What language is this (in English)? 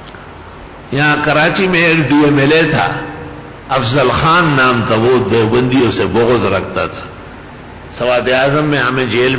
Urdu